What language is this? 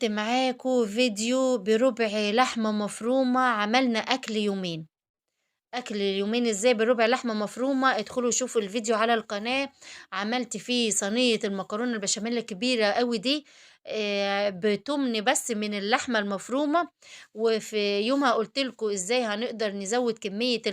Egyptian Arabic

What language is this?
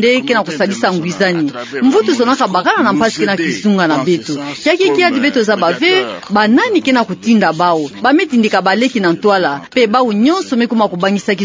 Kituba (Democratic Republic of Congo)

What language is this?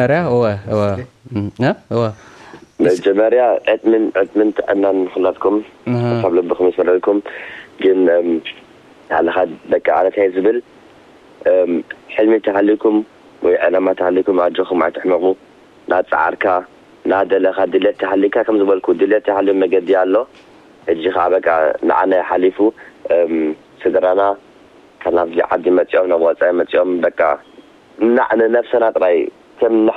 Tigrinya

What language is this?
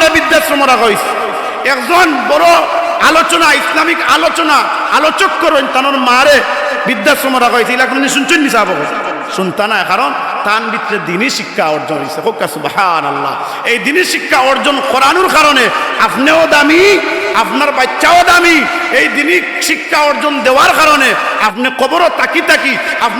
Sylheti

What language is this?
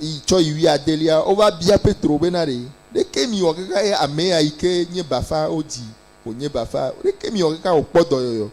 Ewe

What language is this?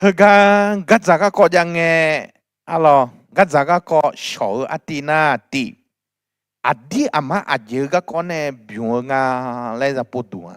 Akha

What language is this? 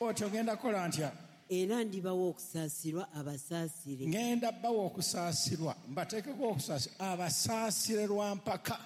Ganda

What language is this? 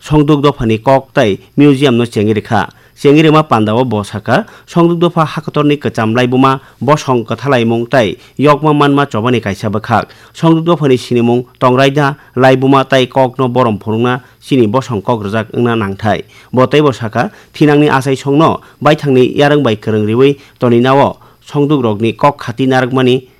Kok Borok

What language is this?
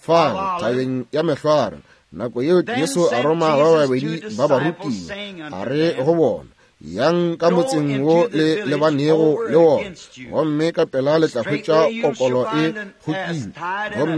Northern Sotho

